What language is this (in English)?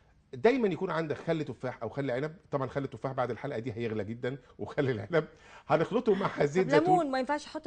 Egyptian Arabic